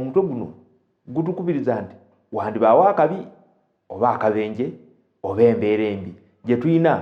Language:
Ganda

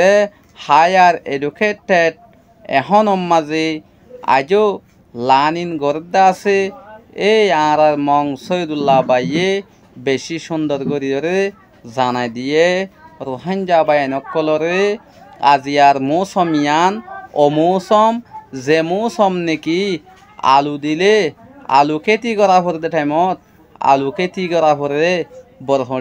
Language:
Rohingya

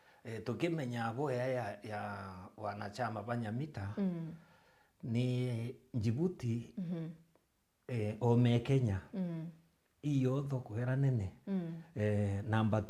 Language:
Meru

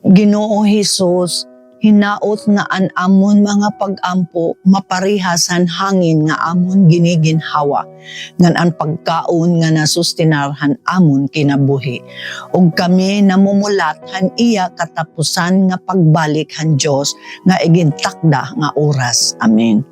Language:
Waray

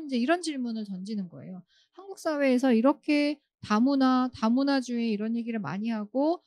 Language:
Korean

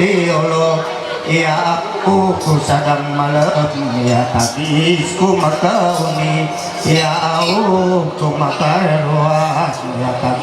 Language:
Ma'anyan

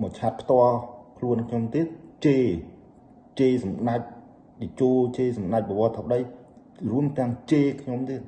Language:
Khmer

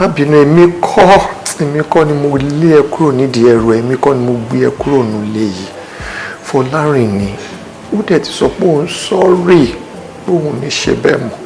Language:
Yoruba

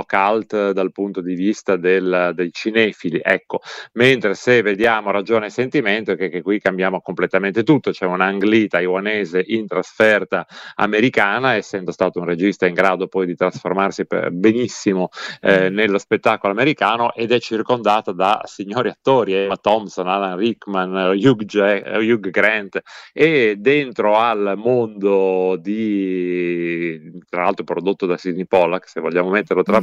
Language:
Italian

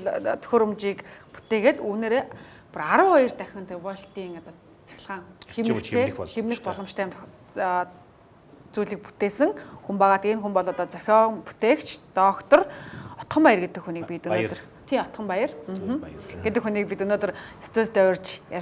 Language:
Mongolian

